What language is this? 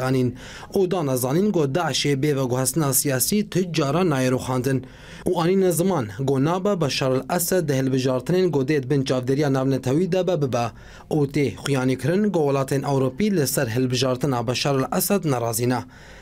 Kurdish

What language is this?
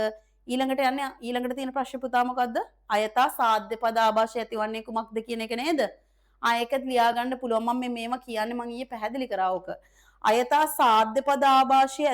Sinhala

